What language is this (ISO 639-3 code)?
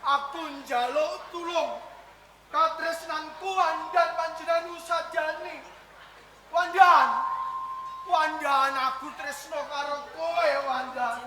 jav